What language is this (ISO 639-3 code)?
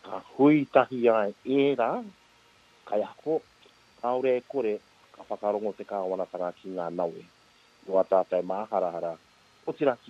mri